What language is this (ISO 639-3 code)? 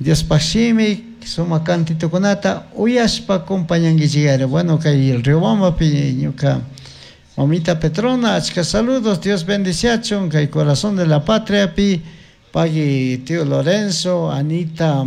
qug